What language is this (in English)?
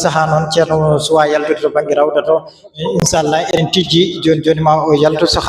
Fula